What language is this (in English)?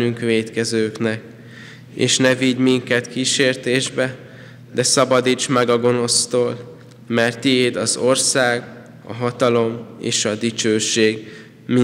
Hungarian